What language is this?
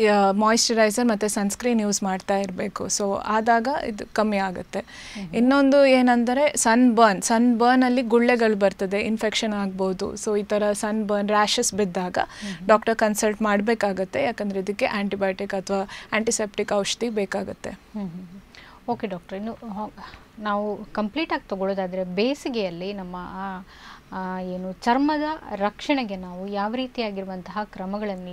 Kannada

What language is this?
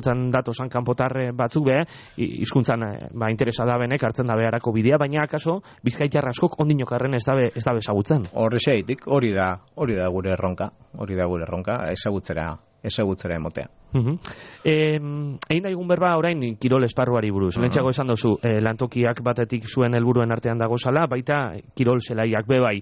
Basque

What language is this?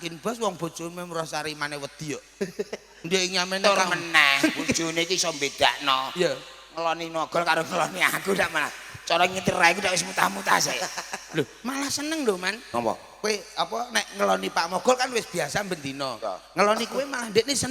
Javanese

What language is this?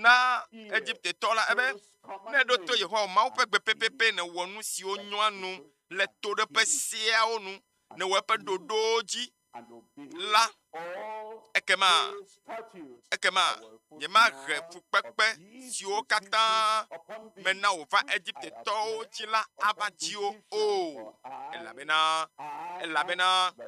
Ewe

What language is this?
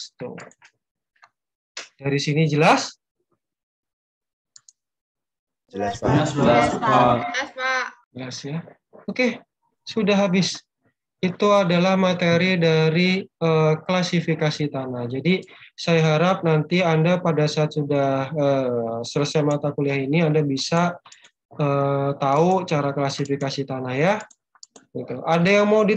Indonesian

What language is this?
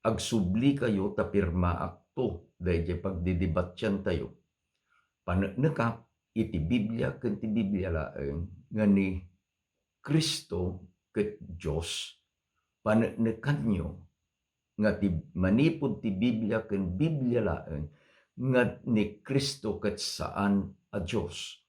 Iloko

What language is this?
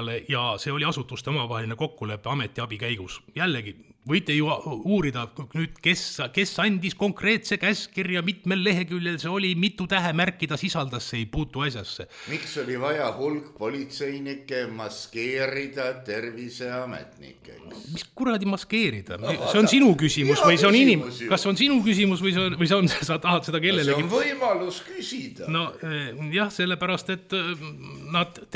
Estonian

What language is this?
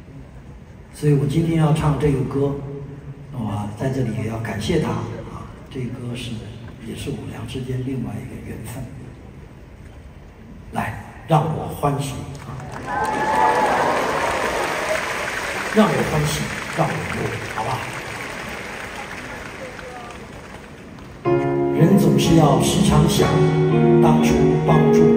Chinese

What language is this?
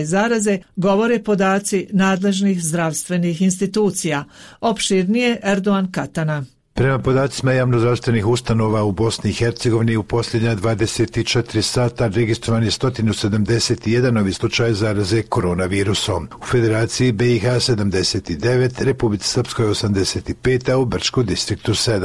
Bosnian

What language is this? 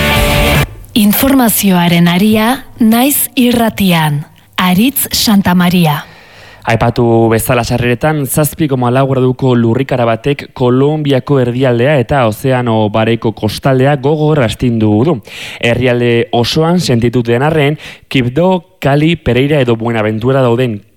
Basque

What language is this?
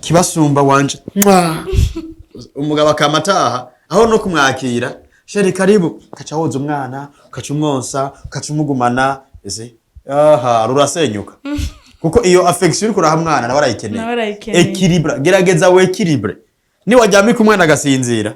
Rundi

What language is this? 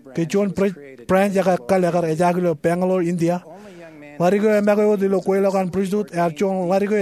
Marshallese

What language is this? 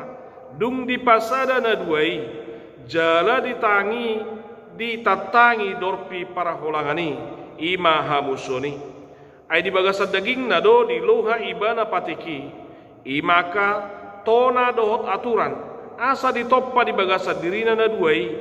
Batak Toba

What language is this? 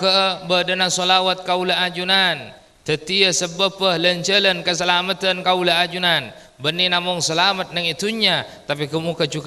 Madurese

